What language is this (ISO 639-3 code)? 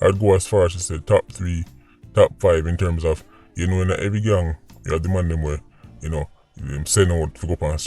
jam